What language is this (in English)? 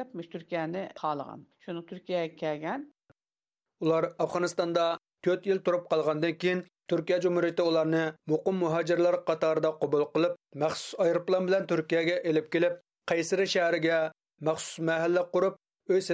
Uyghur